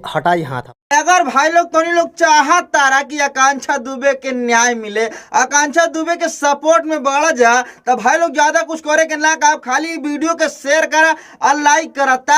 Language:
Bhojpuri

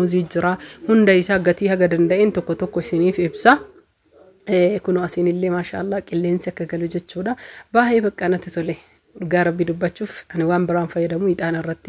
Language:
Oromo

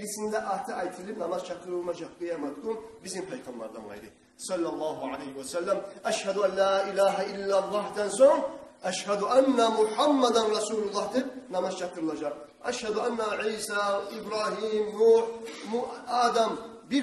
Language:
Kumyk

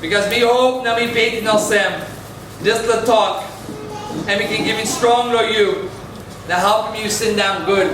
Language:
Tok Pisin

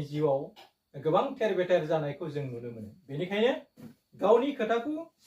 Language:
Bodo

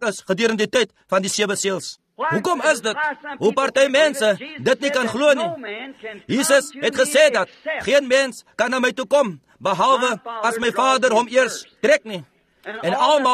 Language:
Afrikaans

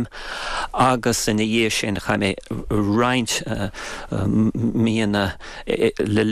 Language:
Irish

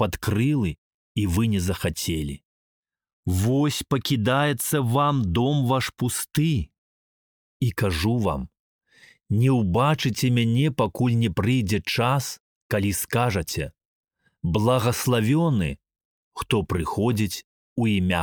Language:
Belarusian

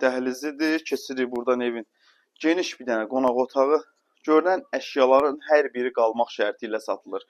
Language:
Azerbaijani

